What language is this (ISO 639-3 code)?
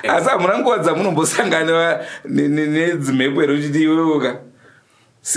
sna